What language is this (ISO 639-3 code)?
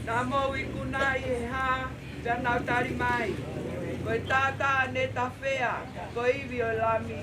ton